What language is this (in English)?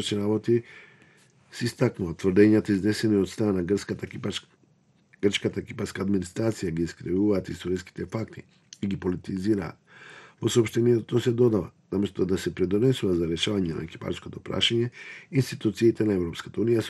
Macedonian